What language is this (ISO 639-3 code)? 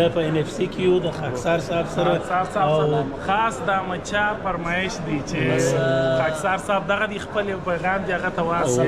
pus